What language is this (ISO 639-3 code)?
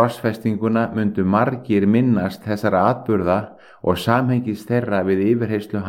isl